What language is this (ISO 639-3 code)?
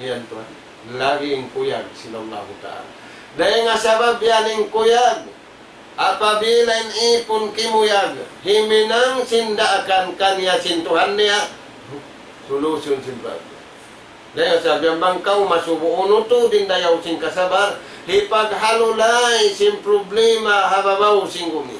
tsg